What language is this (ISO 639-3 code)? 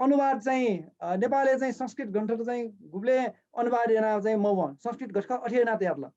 new